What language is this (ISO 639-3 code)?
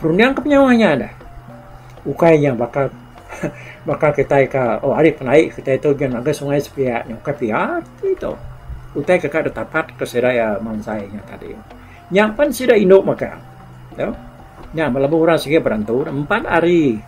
iba